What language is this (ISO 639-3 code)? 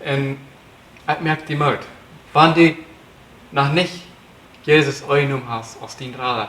pdt